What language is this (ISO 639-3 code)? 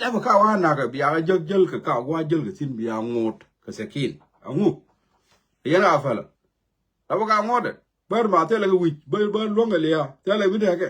nus